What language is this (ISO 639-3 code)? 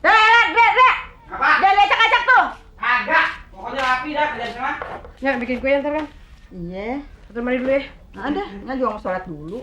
bew